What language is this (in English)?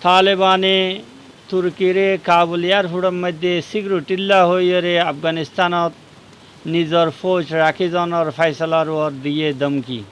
Rohingya